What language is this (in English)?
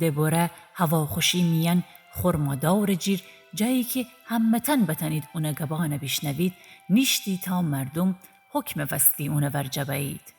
Gilaki